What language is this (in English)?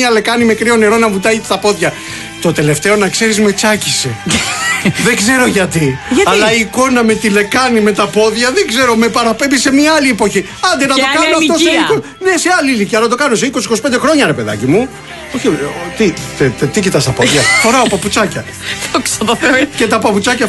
Greek